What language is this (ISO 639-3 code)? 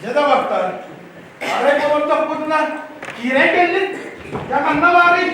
sah